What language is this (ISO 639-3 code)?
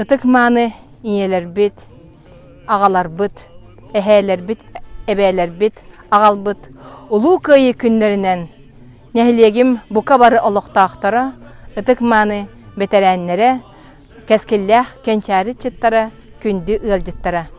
sah